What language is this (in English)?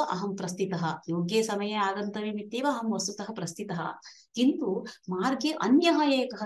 Sanskrit